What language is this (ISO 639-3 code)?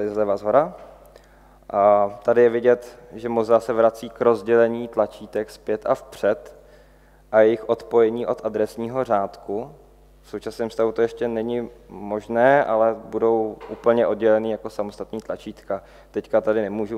ces